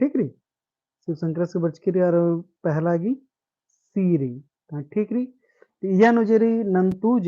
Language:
Kurukh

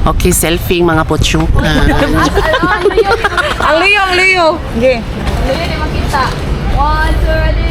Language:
Cebuano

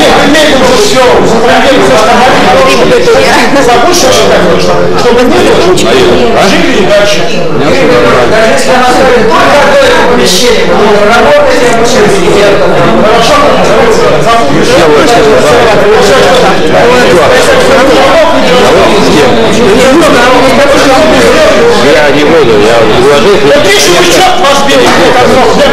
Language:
Russian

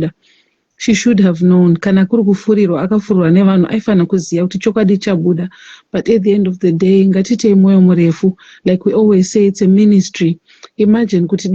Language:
Shona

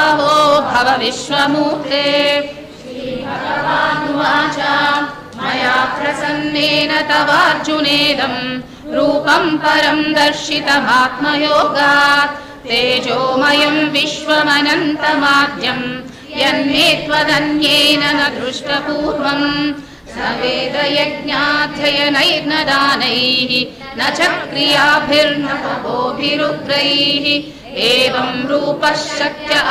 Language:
Sanskrit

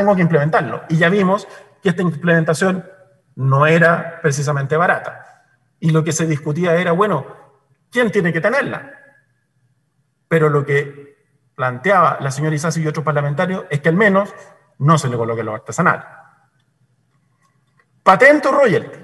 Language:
Spanish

